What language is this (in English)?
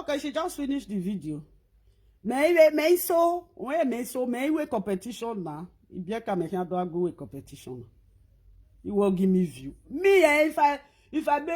Nigerian Pidgin